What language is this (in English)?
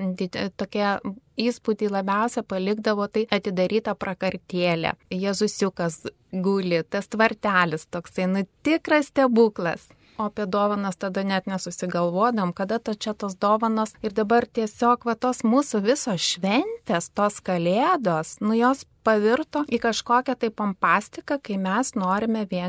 Lithuanian